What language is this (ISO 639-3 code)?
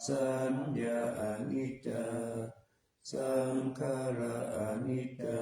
pli